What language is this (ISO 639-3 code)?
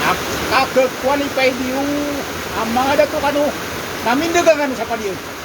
mrw